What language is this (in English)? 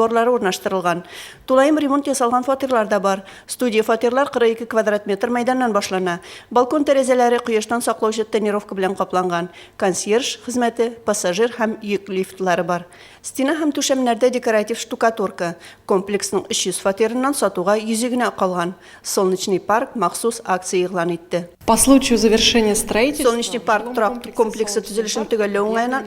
Tatar